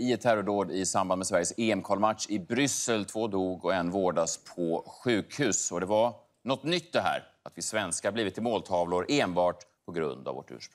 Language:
Swedish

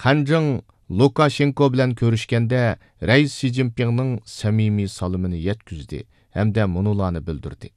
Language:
Uyghur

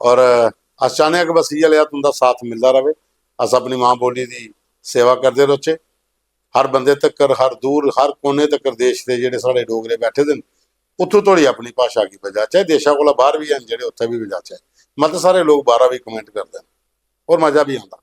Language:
Dogri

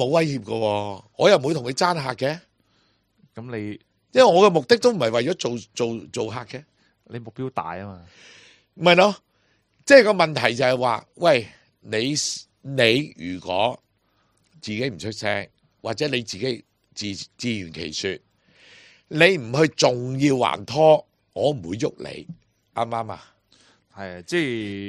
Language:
Cantonese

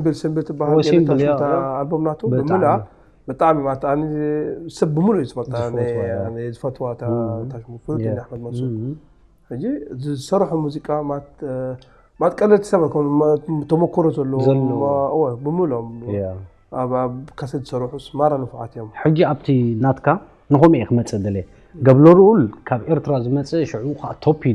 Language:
Tigrinya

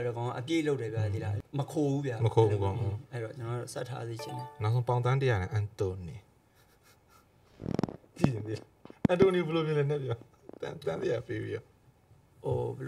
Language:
Burmese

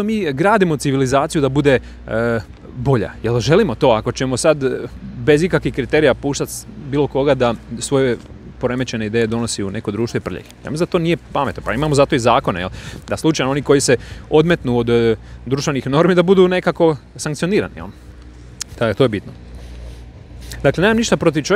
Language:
Croatian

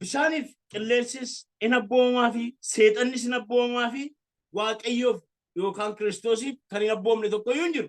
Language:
Oromo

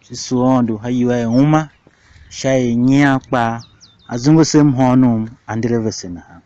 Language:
Tiv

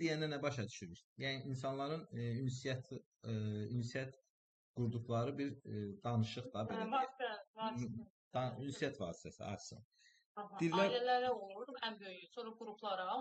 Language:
Azerbaijani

